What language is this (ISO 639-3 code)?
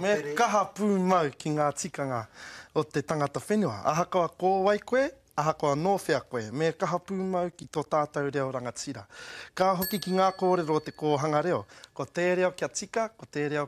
mri